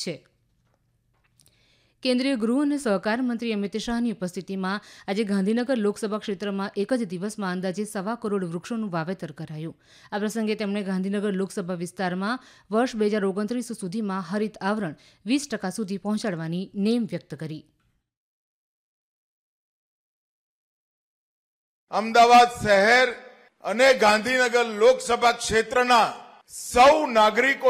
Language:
Gujarati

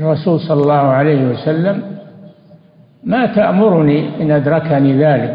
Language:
Arabic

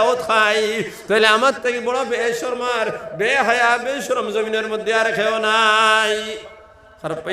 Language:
Sylheti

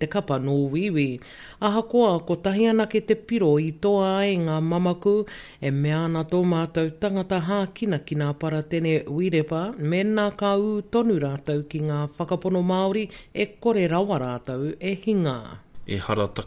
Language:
Māori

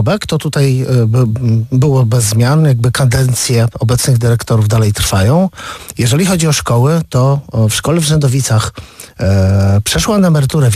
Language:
Polish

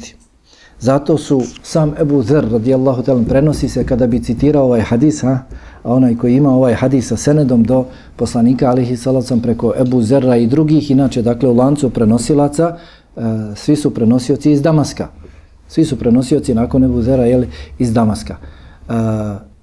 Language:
Bosnian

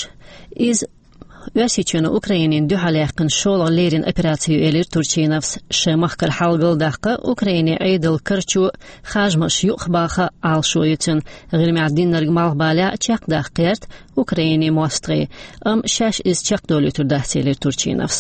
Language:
Chechen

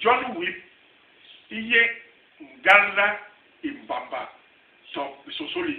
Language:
Basaa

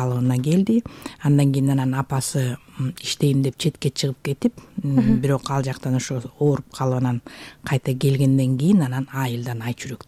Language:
Kyrgyz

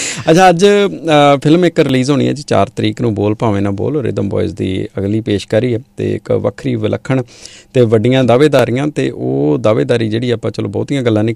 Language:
Punjabi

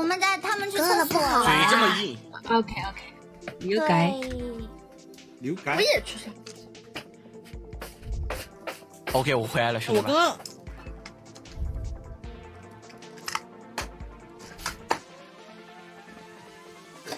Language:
Chinese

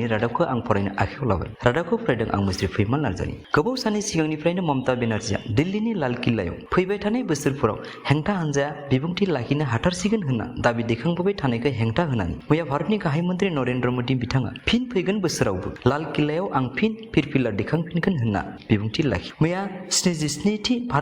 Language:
Bodo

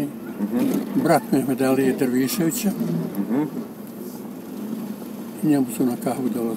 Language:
Bosnian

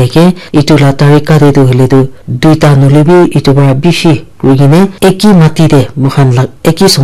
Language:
Naga Pidgin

